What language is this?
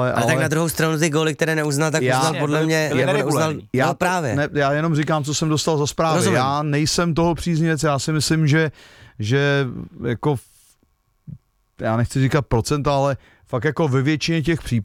Czech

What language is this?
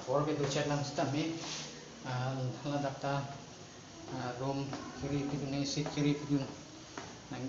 Karbi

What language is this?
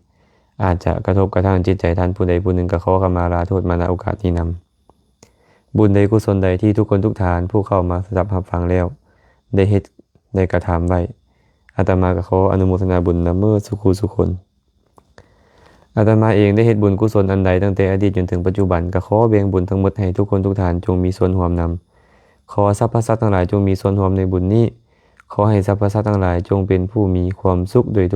Lao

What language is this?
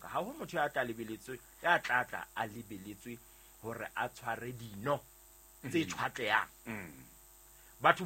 Southern Sotho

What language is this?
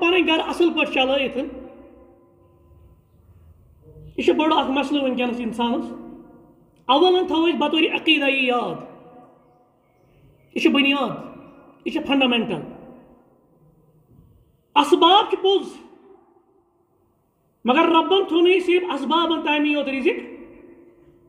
Kashmiri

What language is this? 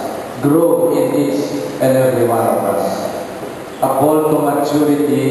Pampanga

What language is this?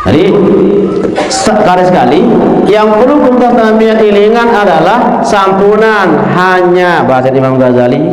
Sasak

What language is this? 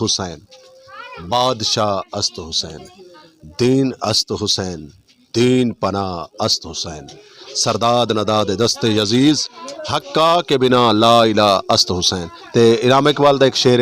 Western Panjabi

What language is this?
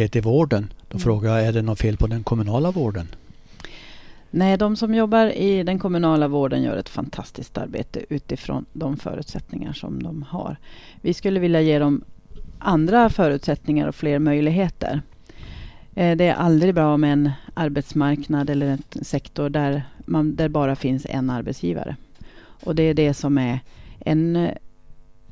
Swedish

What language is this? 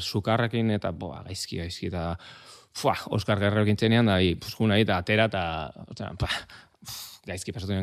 Basque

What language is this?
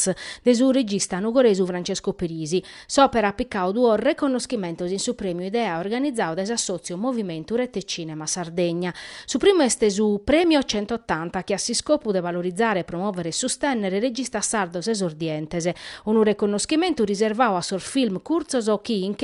Sardinian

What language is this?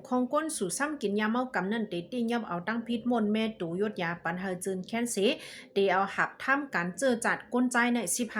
Shan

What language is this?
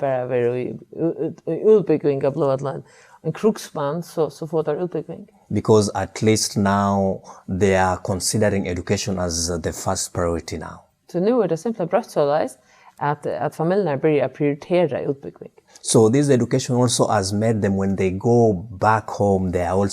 Faroese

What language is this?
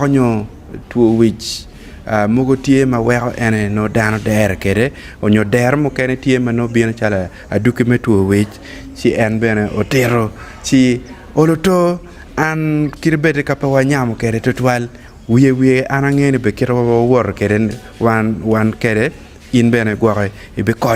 Acoli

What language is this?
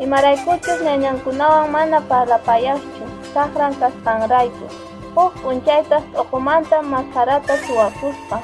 Quechua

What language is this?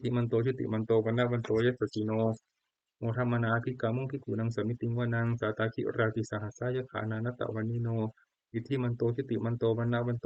Pali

